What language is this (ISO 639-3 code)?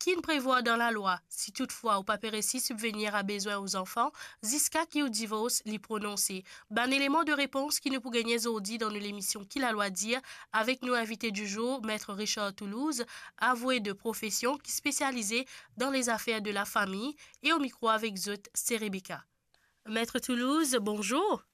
mfe